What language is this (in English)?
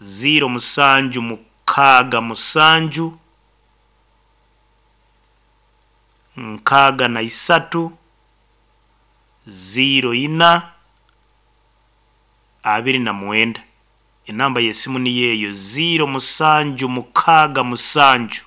Nyoro